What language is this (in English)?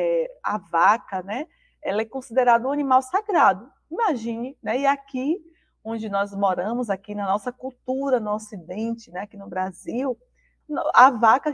Portuguese